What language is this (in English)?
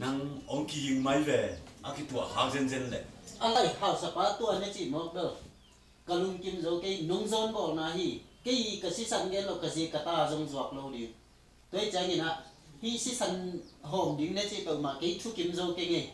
Tedim Chin